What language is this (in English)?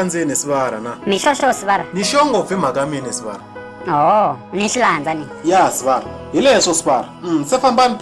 Tsonga